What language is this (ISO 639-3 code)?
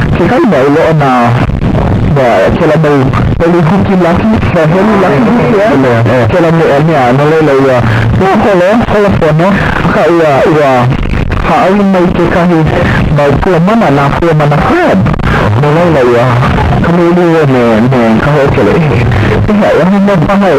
haw